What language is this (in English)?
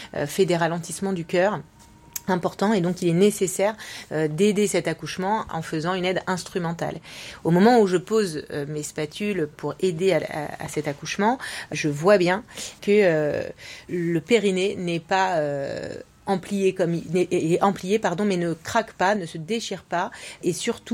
French